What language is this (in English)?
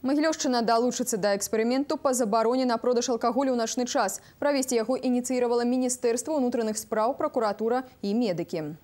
Belarusian